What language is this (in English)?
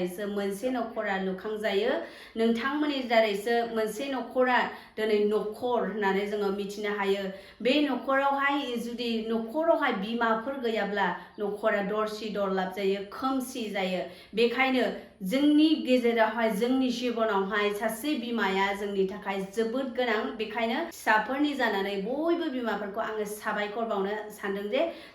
Bodo